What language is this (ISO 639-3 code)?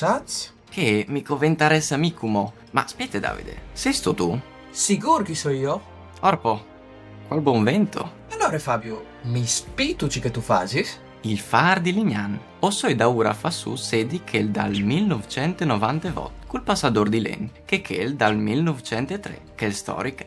fur